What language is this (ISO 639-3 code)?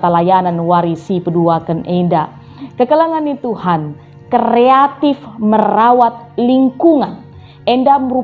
btx